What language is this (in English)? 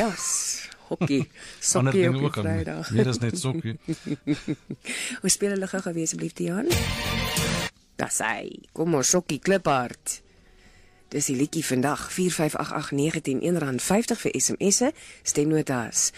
Afrikaans